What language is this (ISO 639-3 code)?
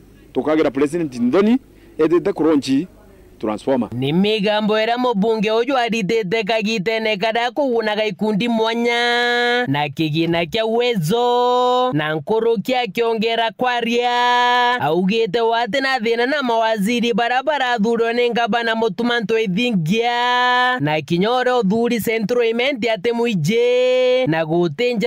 mer